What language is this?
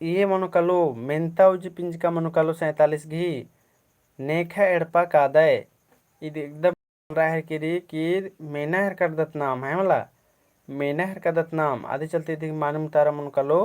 Kurukh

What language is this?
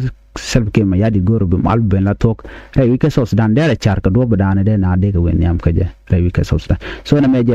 Nuer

